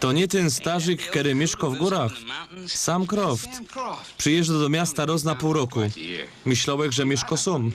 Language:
Silesian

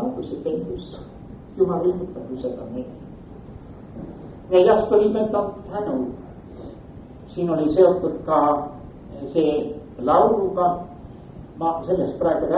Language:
Estonian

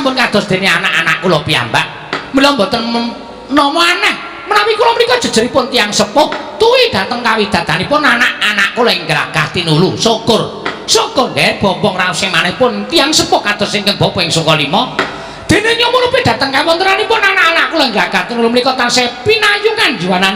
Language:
Javanese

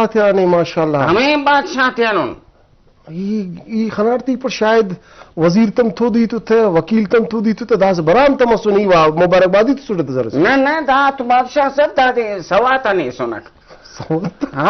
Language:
Brahui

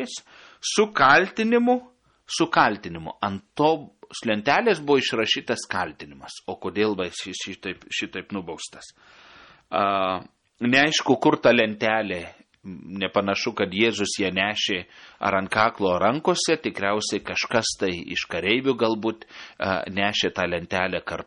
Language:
Lithuanian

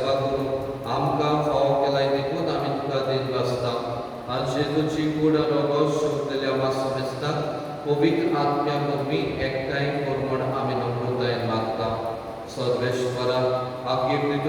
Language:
Konkani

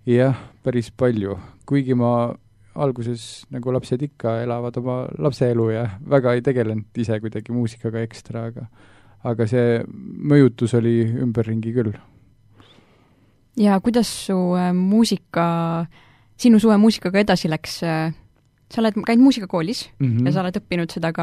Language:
Estonian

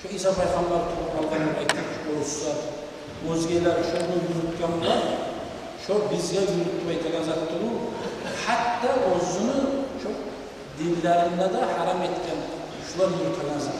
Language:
Kumyk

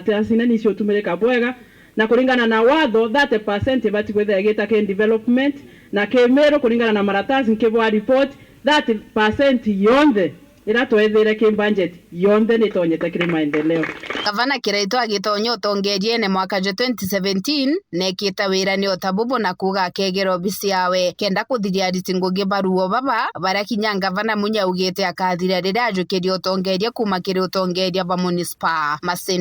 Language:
Meru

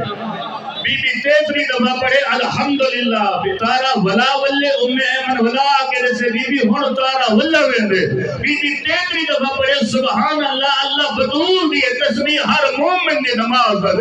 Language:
Saraiki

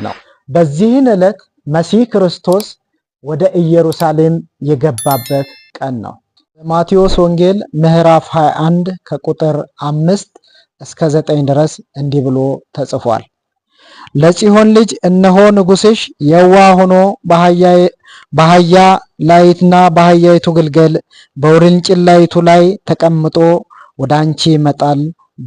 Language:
Amharic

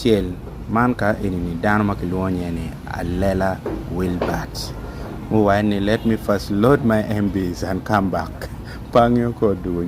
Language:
Acoli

